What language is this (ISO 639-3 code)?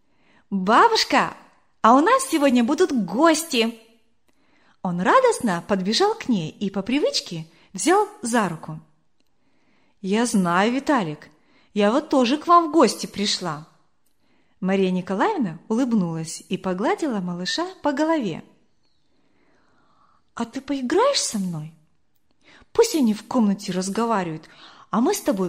rus